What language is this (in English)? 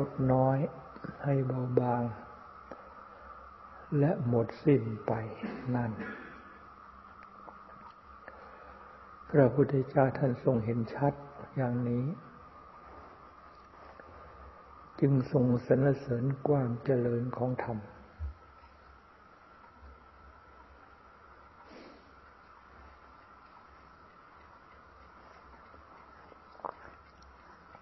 Thai